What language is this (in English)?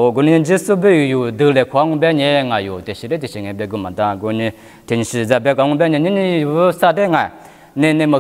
Lisu